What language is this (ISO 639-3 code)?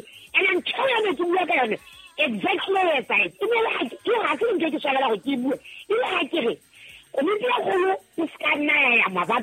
sot